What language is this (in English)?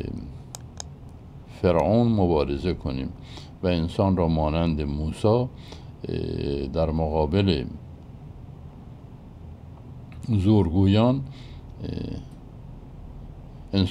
Persian